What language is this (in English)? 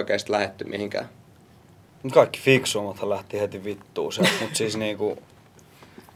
Finnish